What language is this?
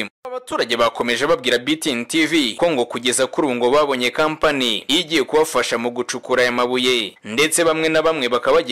Kinyarwanda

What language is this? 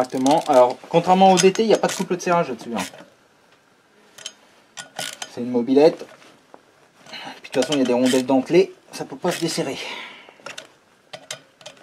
French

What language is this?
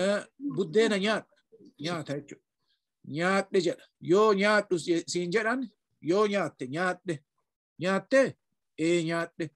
Oromo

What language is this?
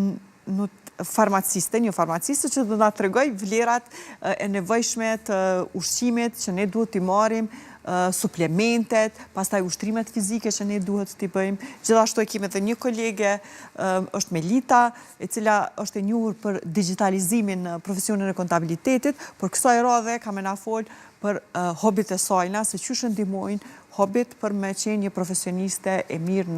Albanian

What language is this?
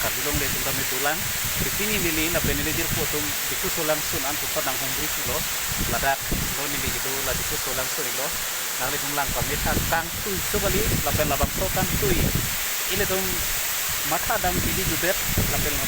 Karbi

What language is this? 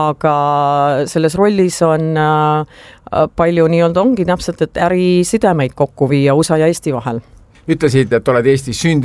Estonian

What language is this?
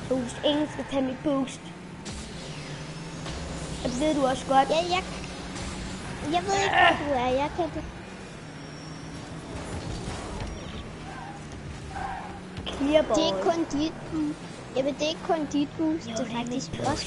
Danish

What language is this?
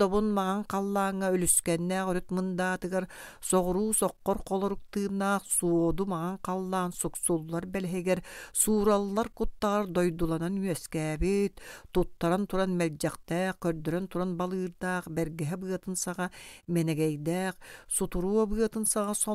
Yakut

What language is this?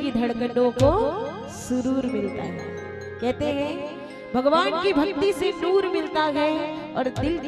Chhattisgarhi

